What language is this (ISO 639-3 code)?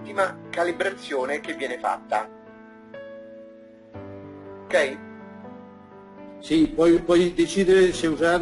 ita